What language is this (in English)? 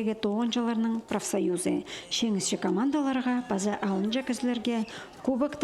Khakas